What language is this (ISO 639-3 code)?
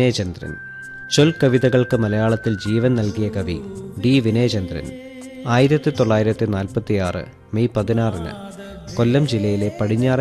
mal